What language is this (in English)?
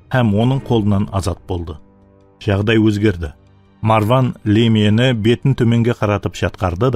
Kara-Kalpak